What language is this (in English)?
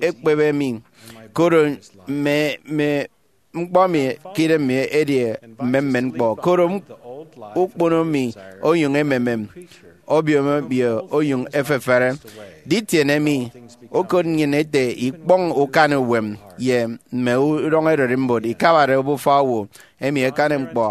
Efik